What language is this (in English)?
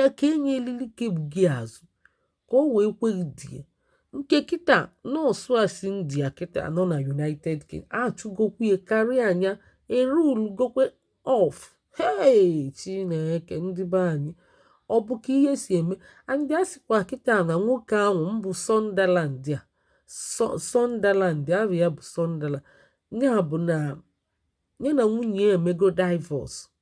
Igbo